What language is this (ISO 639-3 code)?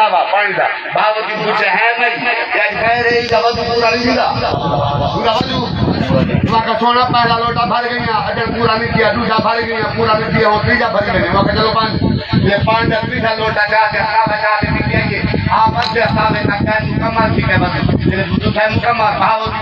skr